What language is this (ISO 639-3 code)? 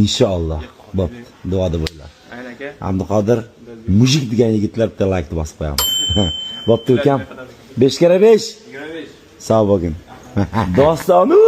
uzb